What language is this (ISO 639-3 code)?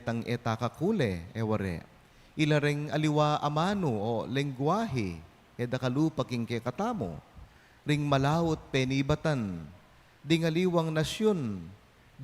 pam